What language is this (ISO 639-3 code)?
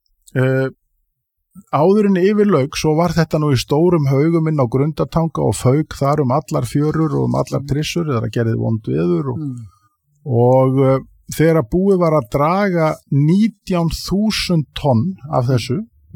isl